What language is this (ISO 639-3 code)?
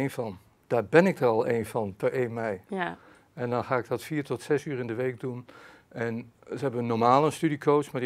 nld